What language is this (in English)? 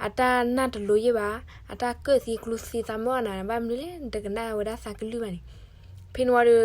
S'gaw Karen